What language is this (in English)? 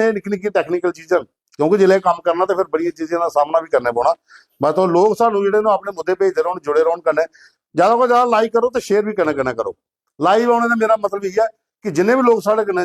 Dogri